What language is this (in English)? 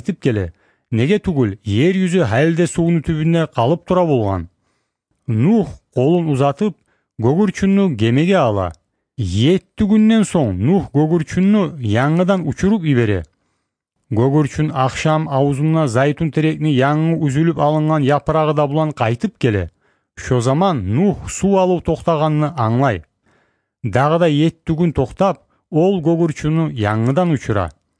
Kumyk